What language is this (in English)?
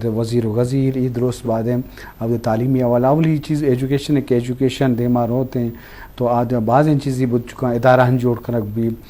Eastern Balochi